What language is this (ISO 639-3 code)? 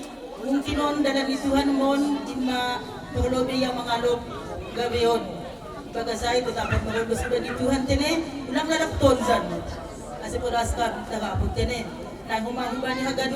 bts